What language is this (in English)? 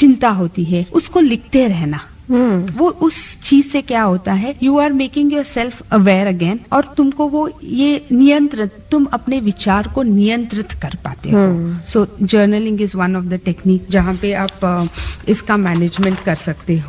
Hindi